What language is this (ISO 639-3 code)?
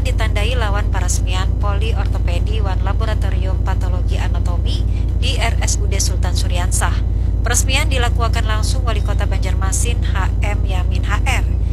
bjn